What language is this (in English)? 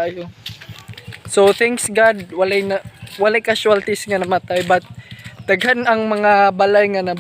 Cebuano